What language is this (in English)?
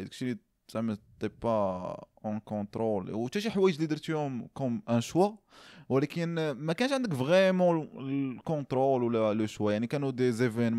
Moroccan Arabic